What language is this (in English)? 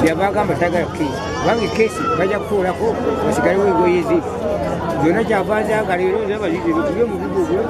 Ganda